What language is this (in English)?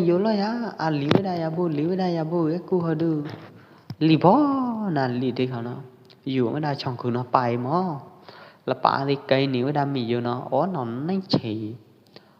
Pwo Eastern Karen